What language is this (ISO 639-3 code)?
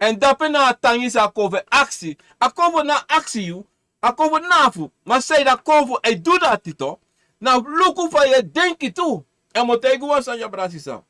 srn